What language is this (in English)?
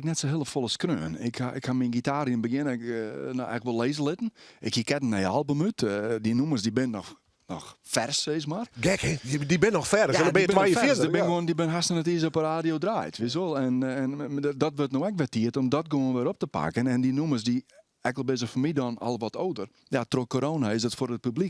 Western Frisian